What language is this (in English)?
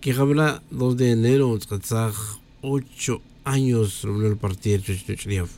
Tz'utujil